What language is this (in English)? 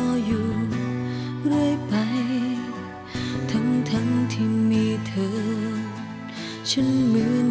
Thai